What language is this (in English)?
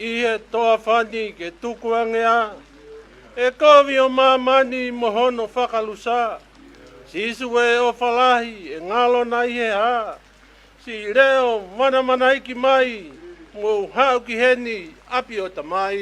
Tongan